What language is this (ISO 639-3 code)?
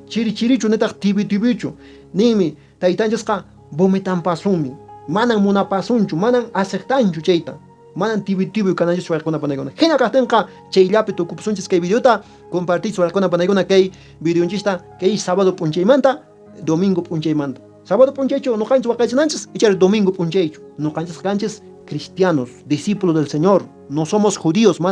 que